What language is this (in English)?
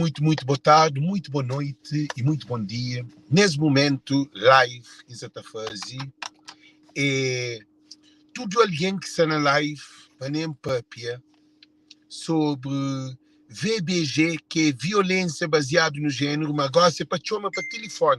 Kabuverdianu